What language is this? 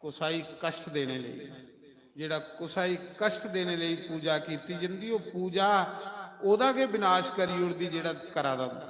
Dogri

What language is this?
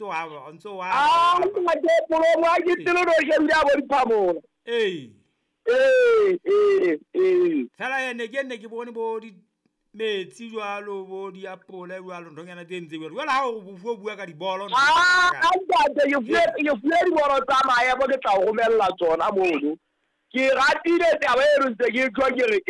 Southern Sotho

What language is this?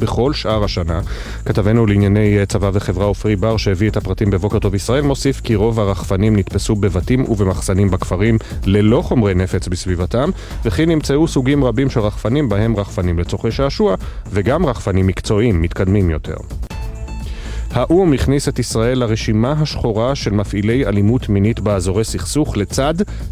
Hebrew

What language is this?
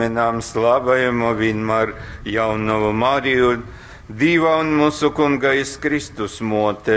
Latgalian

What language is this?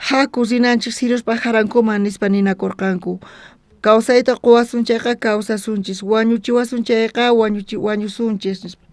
South Bolivian Quechua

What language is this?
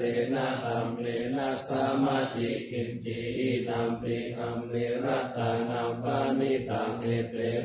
Pali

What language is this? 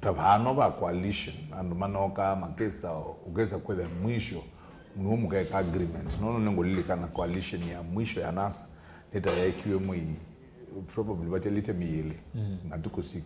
Kamba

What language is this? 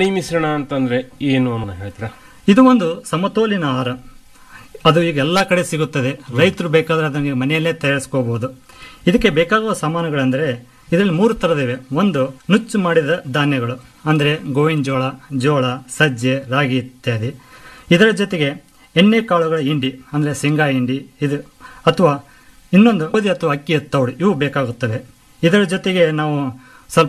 Kannada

